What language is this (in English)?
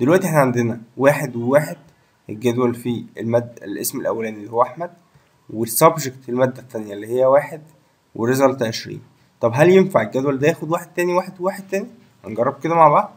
Egyptian Arabic